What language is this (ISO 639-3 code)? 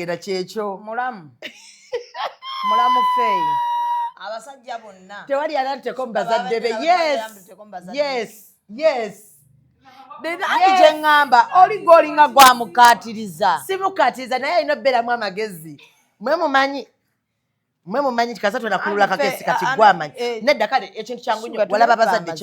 lug